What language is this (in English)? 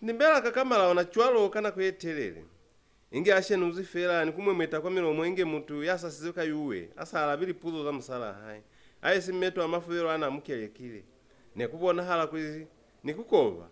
Lozi